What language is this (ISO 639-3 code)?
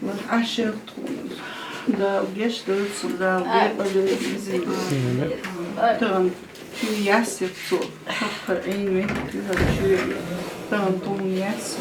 che